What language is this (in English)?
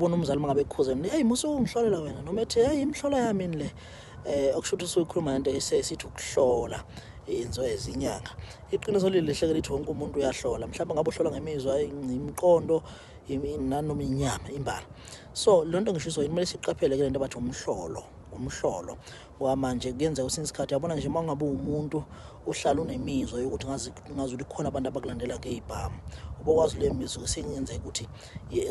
Zulu